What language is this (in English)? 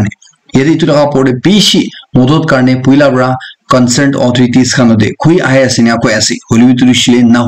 Naga Pidgin